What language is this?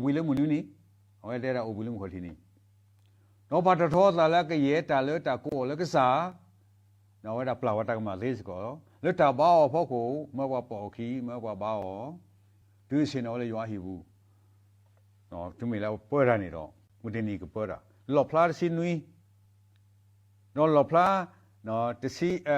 S'gaw Karen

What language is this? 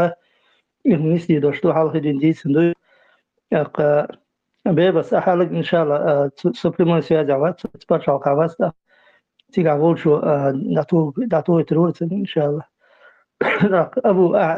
Chechen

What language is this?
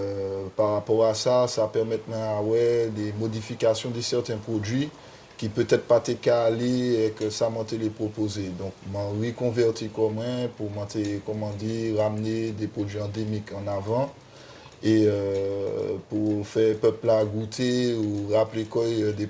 Guadeloupean Creole French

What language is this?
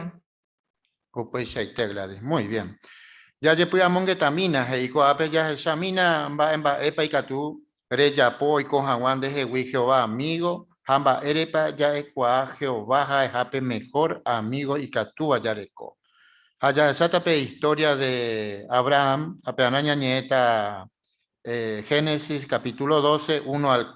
Guarani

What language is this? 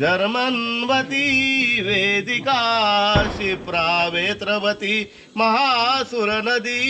Konkani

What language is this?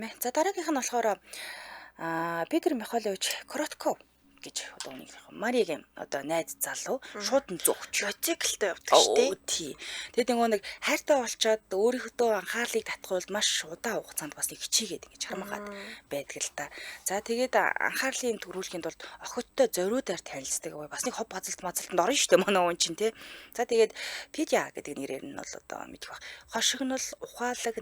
Mongolian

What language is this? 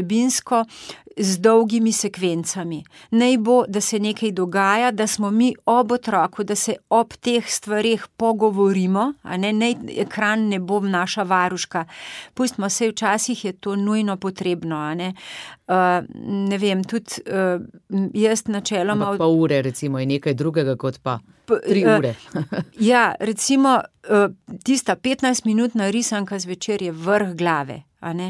Slovenian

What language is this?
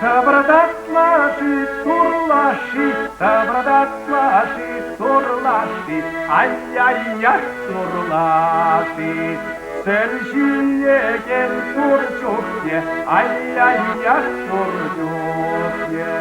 Chuvash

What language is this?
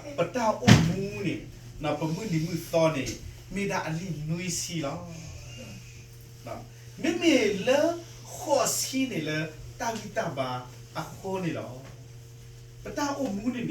S'gaw Karen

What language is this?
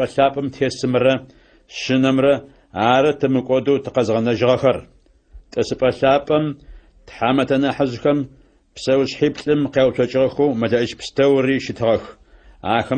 Adyghe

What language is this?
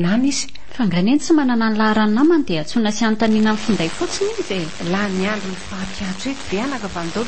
Malagasy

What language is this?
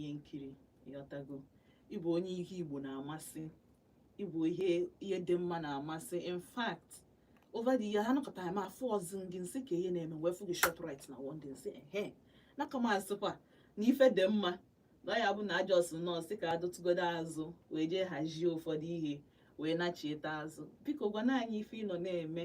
Igbo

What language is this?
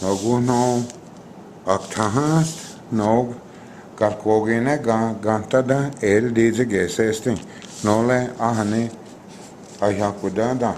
Cherokee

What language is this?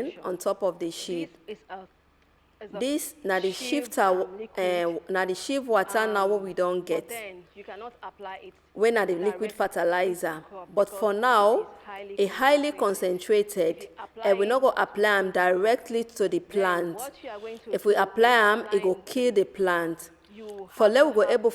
Nigerian Pidgin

